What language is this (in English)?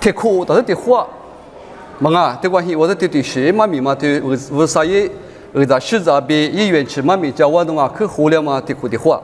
Lisu